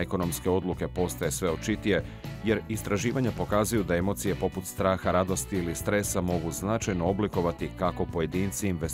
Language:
Croatian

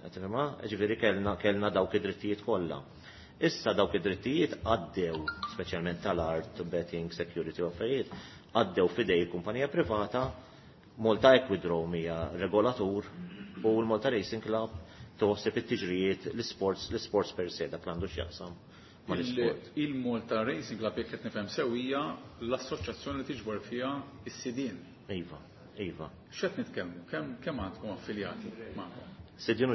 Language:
Maltese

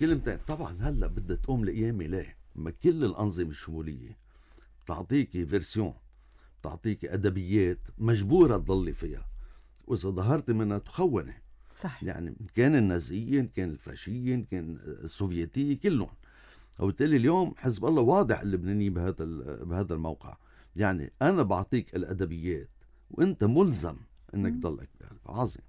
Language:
North Levantine Arabic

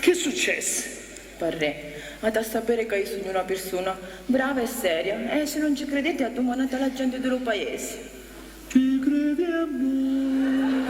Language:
Sicilian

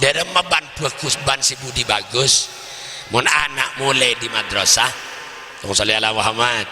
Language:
Madurese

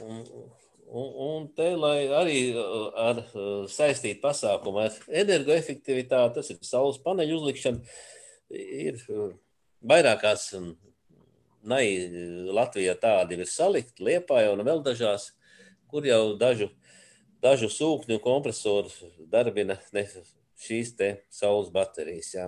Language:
Latvian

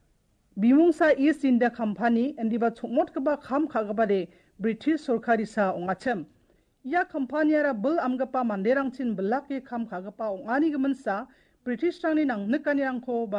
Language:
Garo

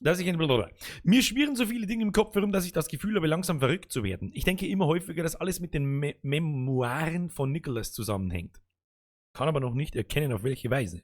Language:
Bavarian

